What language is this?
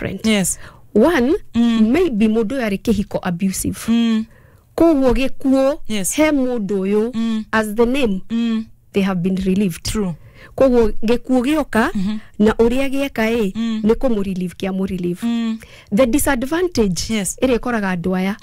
Kikuyu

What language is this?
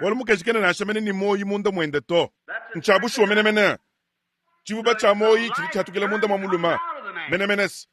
Luba-Lulua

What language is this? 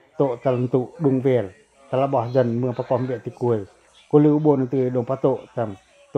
Pacoh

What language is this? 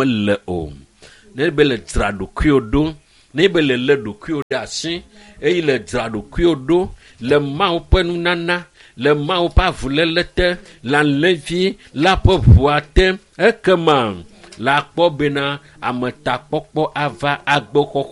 Ewe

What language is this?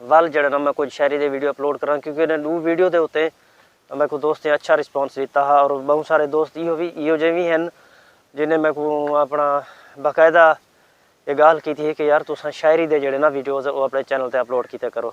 Saraiki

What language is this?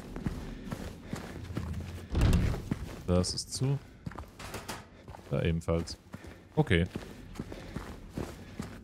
German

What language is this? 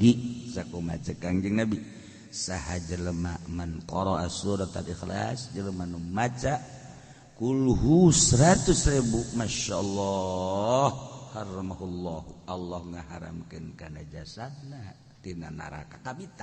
Sundanese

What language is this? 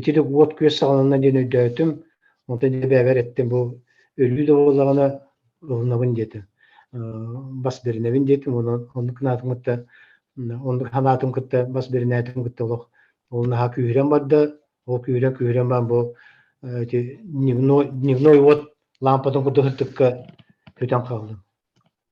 Yakut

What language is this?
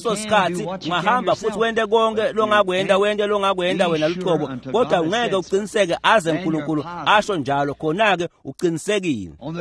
Swati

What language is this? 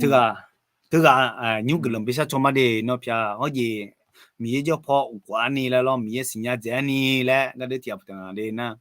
Akha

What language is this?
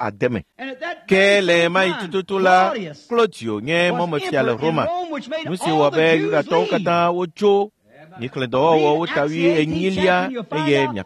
Ewe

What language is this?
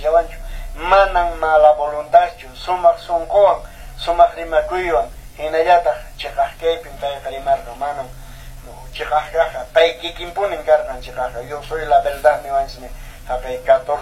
Quechua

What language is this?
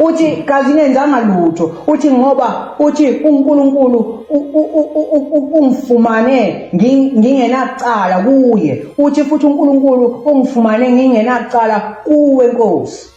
Zulu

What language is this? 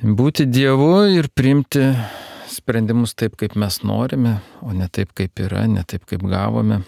Lithuanian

